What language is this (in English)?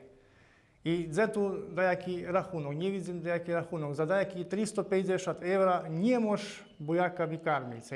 Rusyn